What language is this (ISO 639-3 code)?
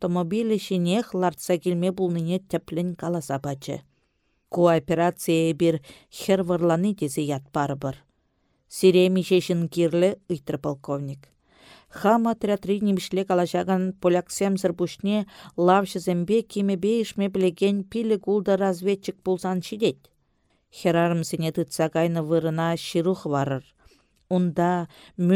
chv